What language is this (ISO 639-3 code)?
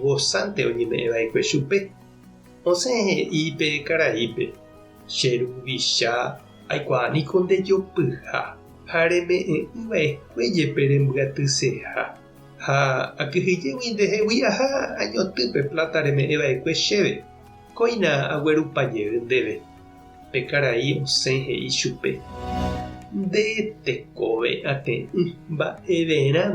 grn